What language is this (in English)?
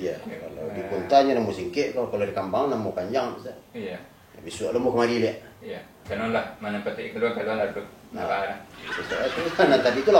Minangkabau